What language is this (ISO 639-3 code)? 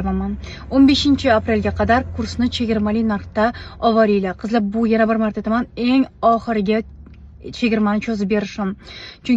uzb